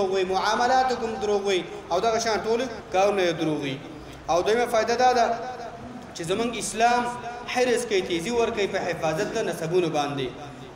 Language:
Pashto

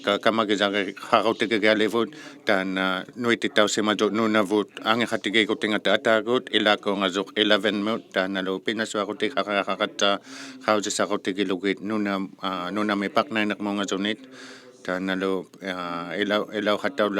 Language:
Inuktitut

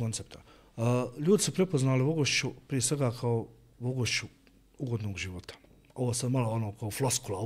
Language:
Bosnian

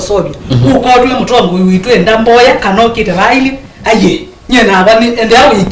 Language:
Kamba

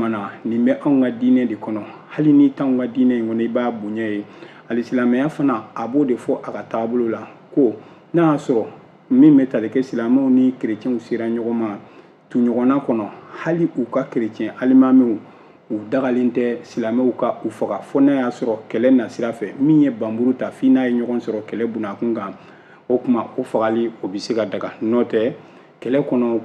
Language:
Bambara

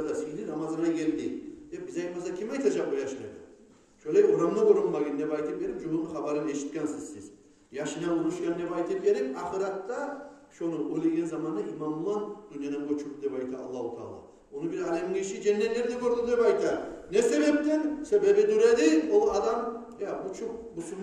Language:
Kumyk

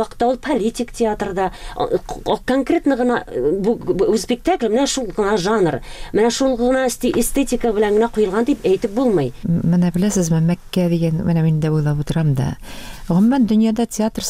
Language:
Tatar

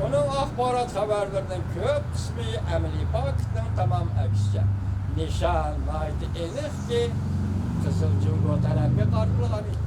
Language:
Uyghur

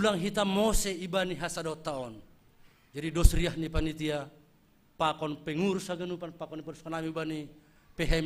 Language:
Batak Simalungun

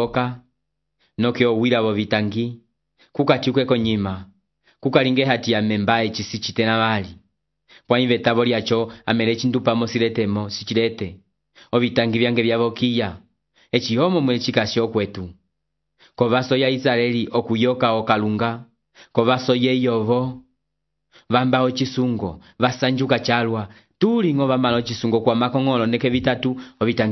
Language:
Umbundu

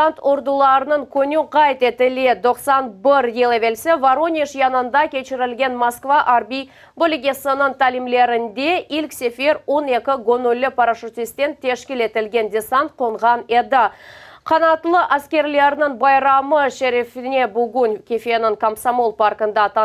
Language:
Crimean Tatar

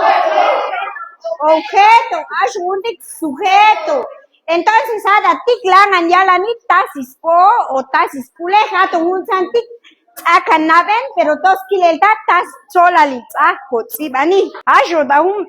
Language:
Chuj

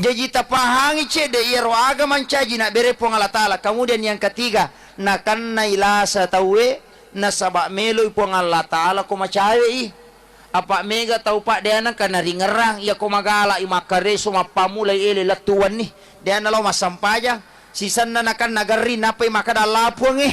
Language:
Buginese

